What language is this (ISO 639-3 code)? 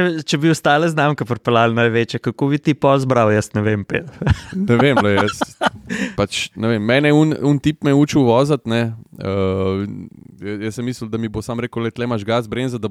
slv